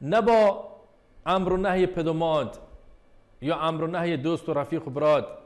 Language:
Baluchi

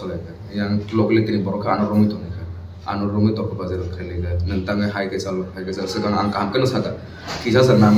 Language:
Kok Borok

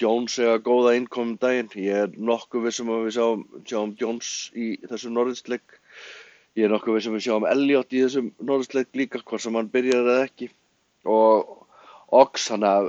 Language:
Icelandic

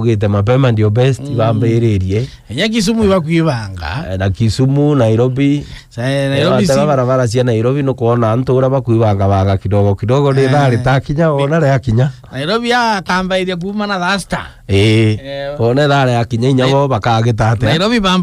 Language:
Meru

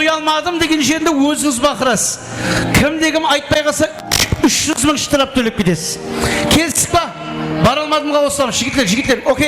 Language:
Kara-Kalpak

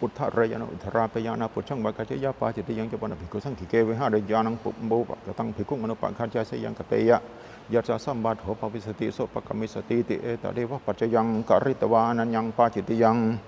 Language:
Pali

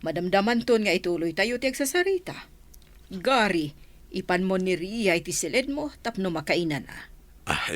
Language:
Iloko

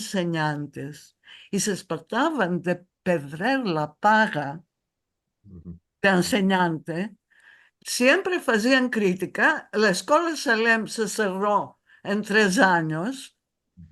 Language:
Ladino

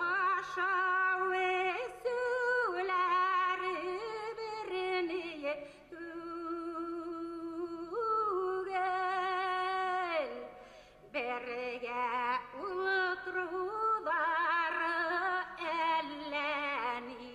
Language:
Bashkir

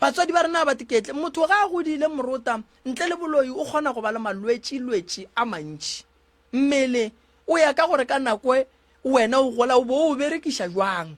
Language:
Northern Sotho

